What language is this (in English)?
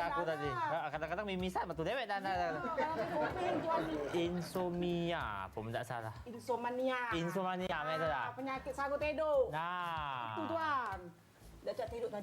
Musi